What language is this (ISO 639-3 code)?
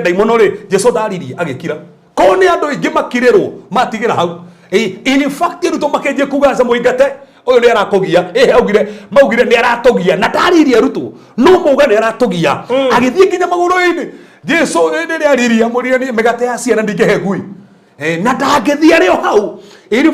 kik